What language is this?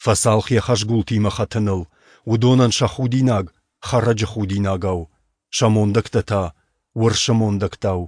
Ossetic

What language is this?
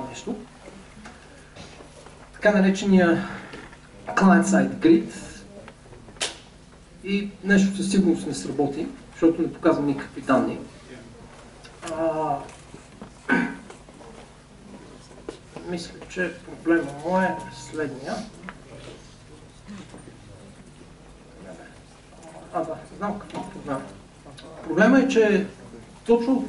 Bulgarian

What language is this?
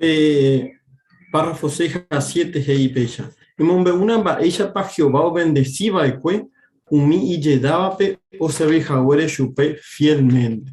Guarani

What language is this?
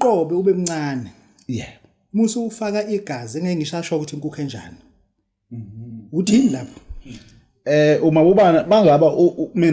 Zulu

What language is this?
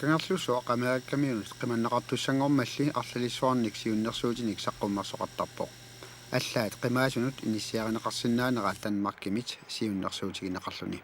Kalaallisut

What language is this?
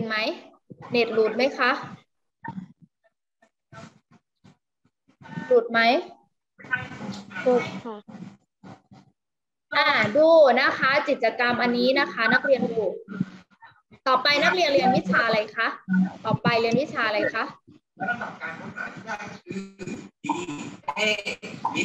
Thai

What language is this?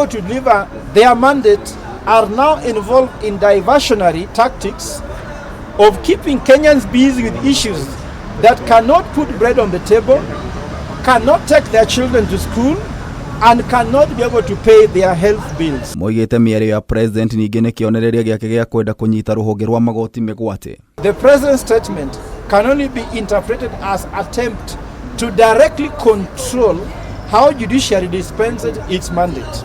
Kikuyu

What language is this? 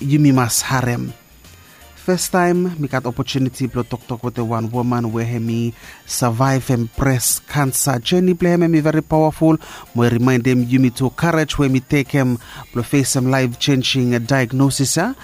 Bislama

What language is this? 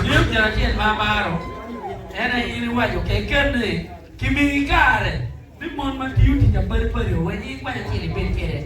Acoli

